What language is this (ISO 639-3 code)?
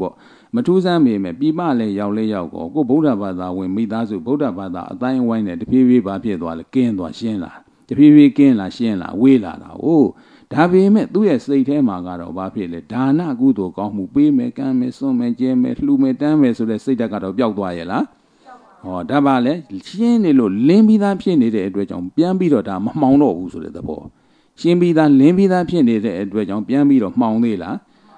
mya